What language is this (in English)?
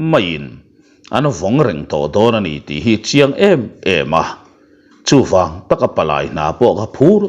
Mizo